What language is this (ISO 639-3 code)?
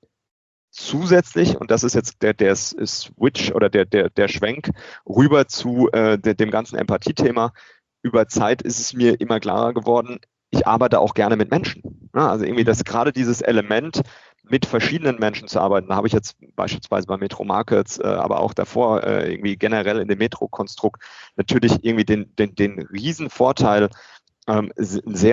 deu